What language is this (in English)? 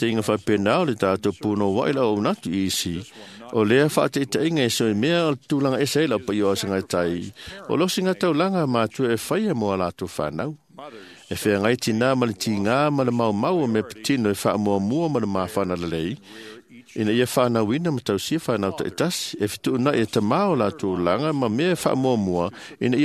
Samoan